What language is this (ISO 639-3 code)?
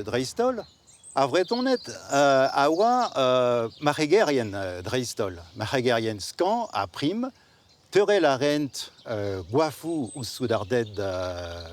bre